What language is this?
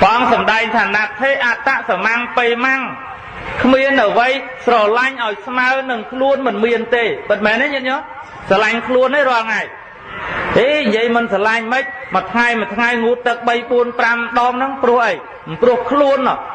Khmer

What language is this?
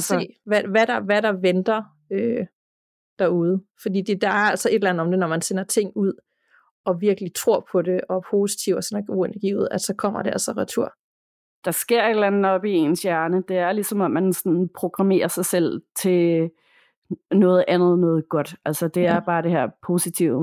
Danish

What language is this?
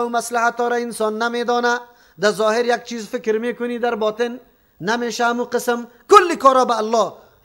Persian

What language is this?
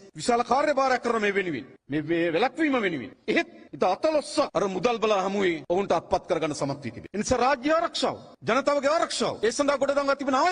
Sinhala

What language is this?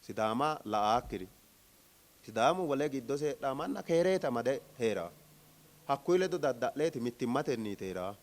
Sidamo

